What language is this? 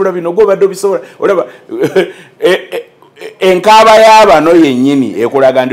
Ganda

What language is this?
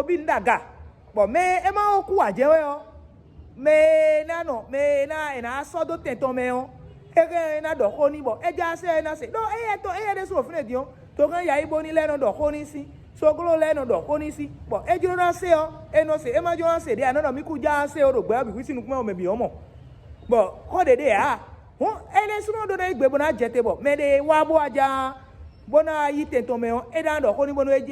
Fon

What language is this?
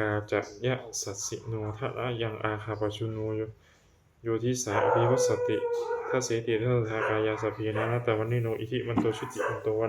Pali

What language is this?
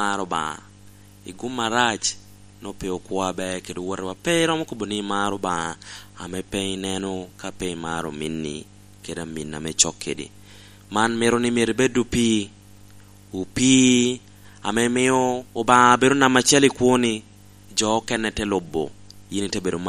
Lango (Uganda)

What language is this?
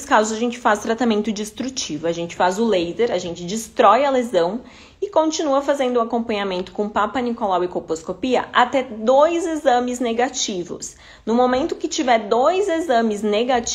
Portuguese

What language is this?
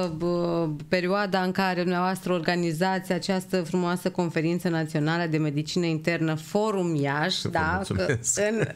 Romanian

